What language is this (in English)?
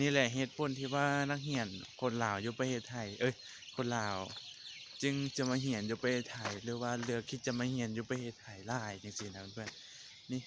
Lao